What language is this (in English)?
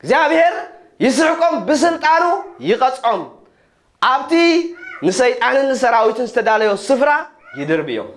Tigrinya